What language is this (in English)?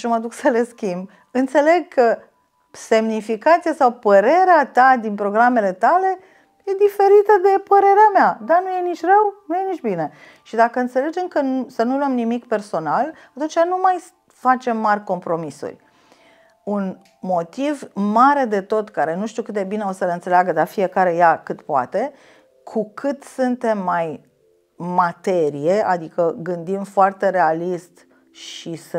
Romanian